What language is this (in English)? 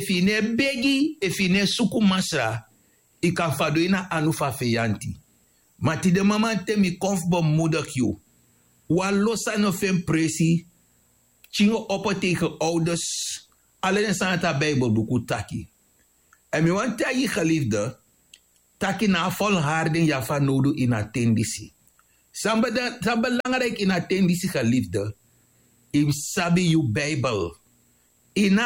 Sranan Tongo